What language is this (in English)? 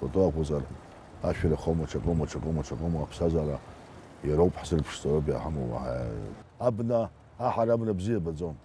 Abkhazian